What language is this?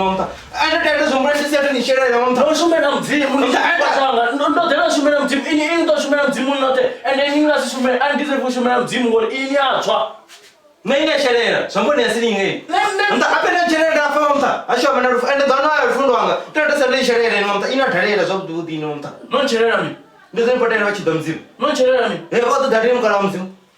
Venda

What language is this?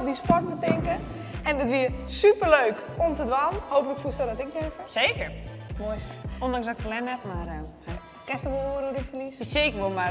Western Frisian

